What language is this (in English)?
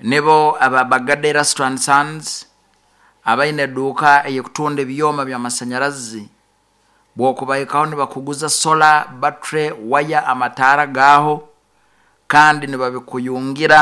Nyoro